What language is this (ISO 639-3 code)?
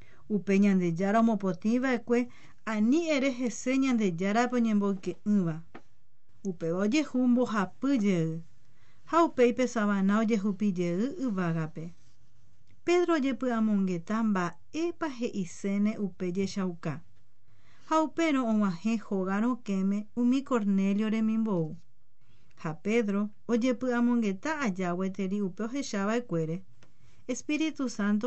grn